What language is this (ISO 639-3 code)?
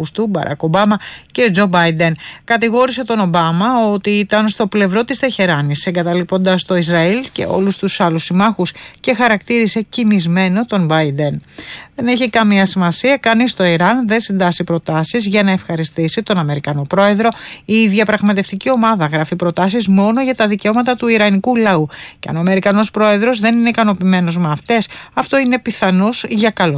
ell